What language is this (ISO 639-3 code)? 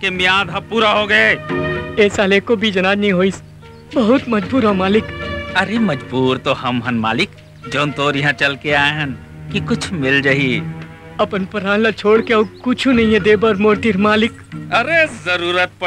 hne